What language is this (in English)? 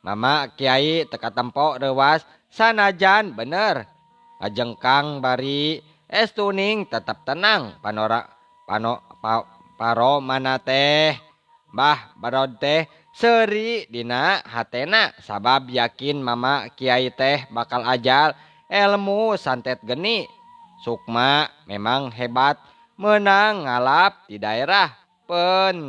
Sundanese